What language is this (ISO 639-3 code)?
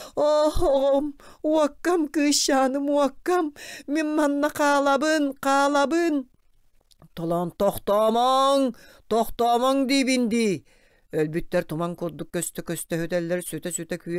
sah